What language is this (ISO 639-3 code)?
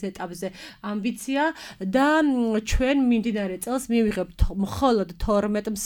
kat